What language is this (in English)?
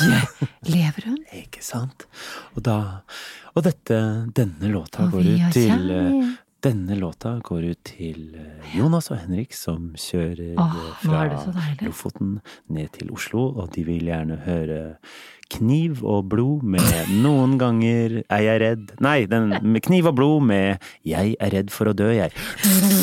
Norwegian